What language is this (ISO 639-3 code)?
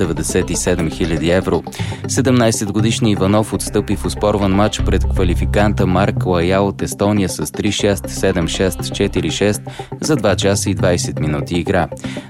bul